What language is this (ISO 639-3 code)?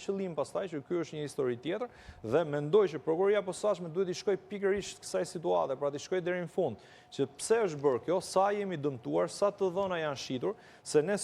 sqi